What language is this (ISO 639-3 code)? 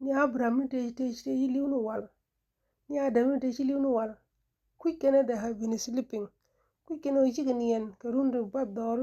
nus